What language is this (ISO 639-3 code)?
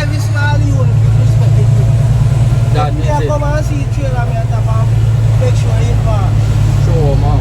jam